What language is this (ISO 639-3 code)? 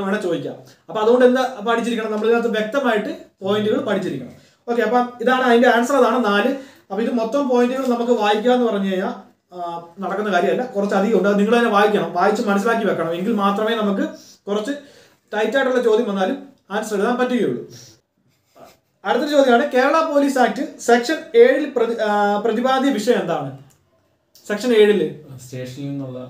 mal